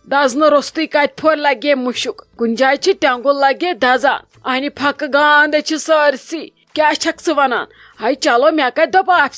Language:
Kashmiri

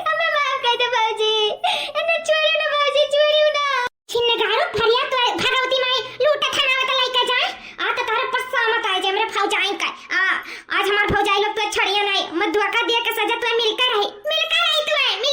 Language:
Awadhi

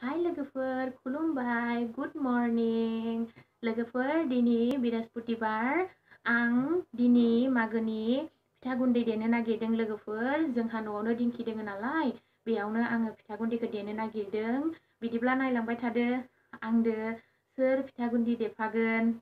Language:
Bodo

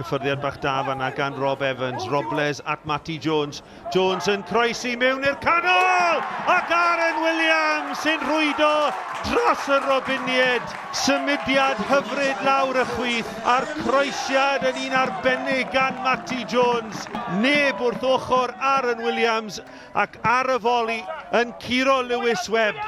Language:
Welsh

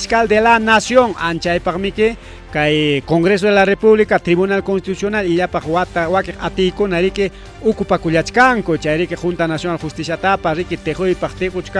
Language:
Ayacucho Quechua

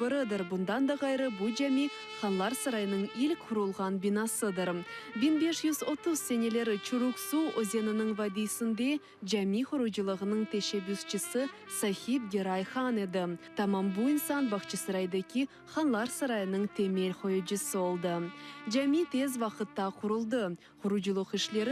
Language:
Crimean Tatar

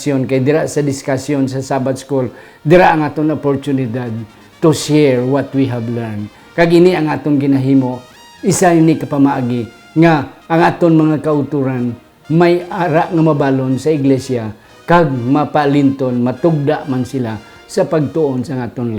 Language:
Hiligaynon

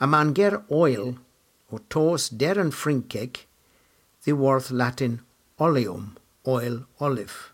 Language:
Cornish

